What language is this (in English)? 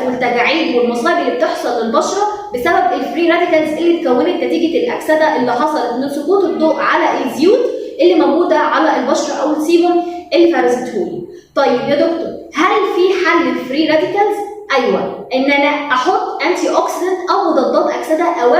Egyptian Arabic